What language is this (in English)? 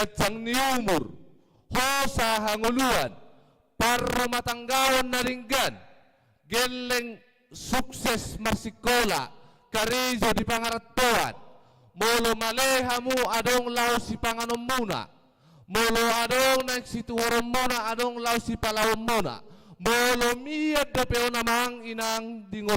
Batak Toba